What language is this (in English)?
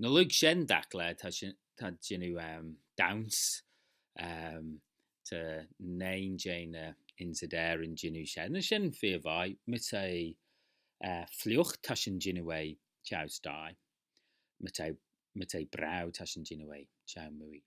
Manx